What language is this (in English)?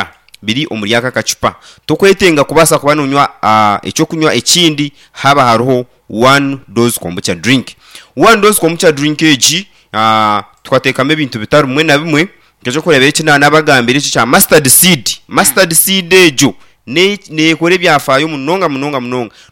Nyankole